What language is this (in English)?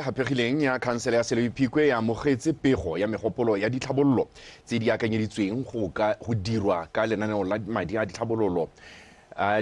Tswana